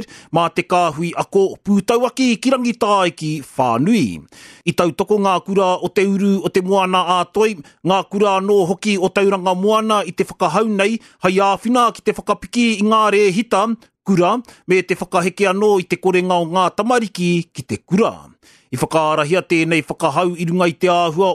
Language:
Māori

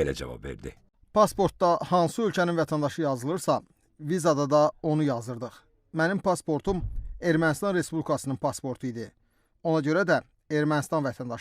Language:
Azerbaijani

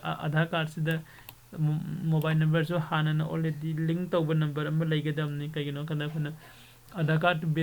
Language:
Manipuri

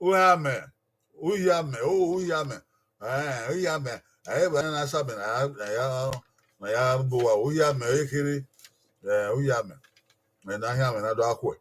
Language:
Bini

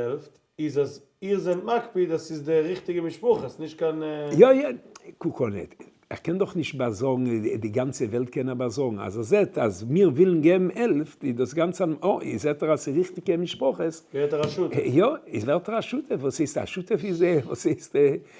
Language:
Yiddish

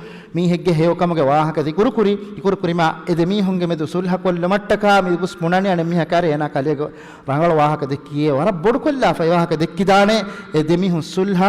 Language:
Divehi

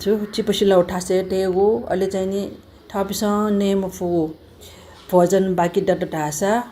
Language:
Newari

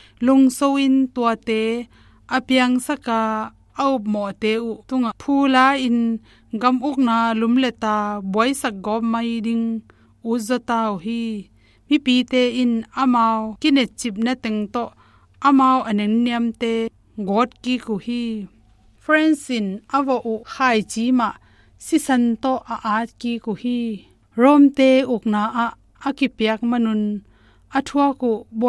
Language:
Tedim Chin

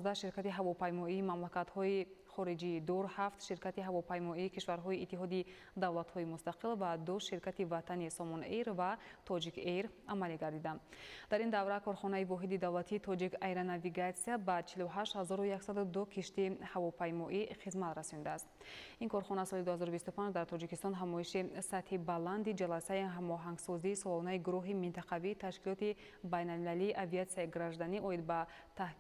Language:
Tajik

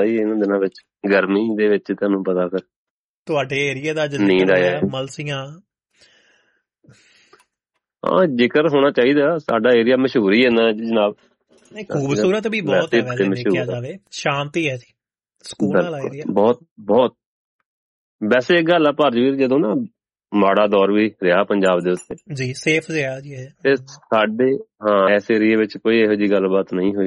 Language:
Punjabi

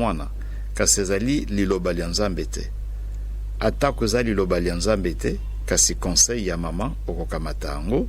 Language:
Lingala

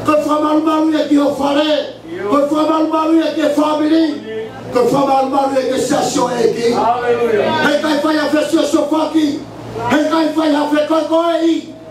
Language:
Tongan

